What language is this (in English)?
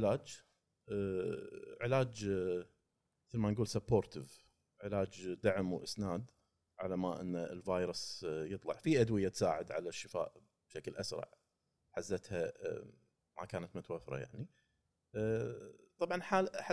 Gulf Arabic